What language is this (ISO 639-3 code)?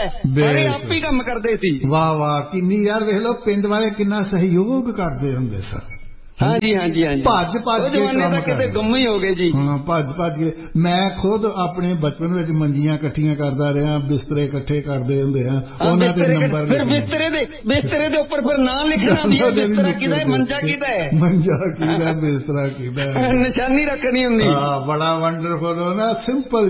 pan